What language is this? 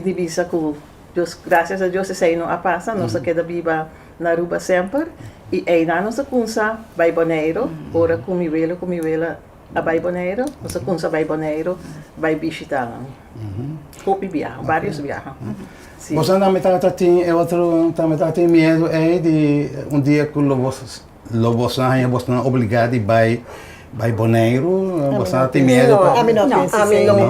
Papiamento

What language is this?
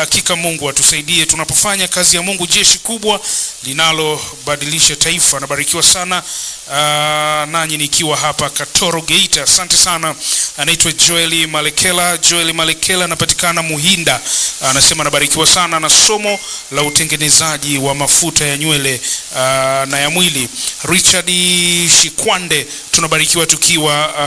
Swahili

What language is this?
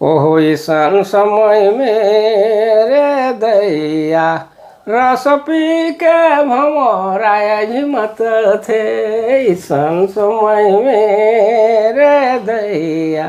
Sadri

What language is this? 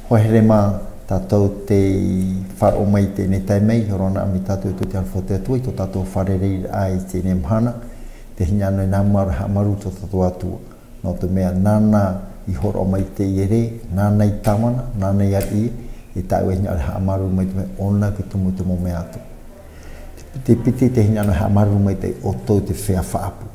Tahitian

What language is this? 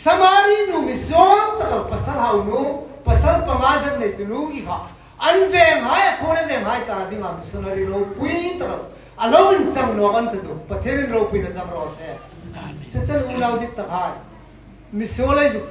Hmar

